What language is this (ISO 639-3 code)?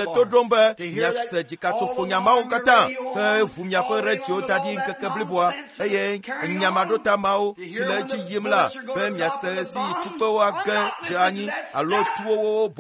ewe